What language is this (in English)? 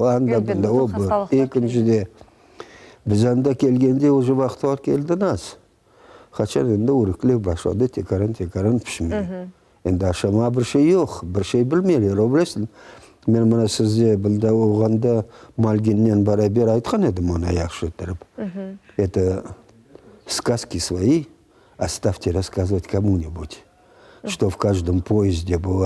Crimean Tatar